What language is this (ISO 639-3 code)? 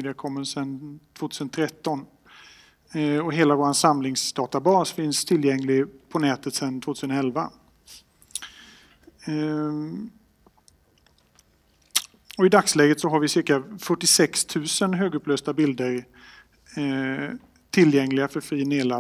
swe